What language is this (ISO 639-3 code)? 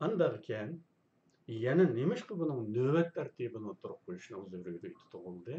uig